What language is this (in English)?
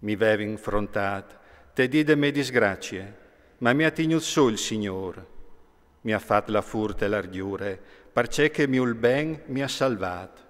Friulian